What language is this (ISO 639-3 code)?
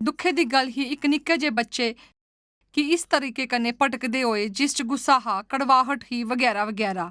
doi